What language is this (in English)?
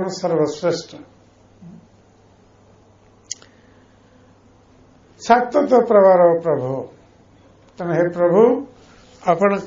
Odia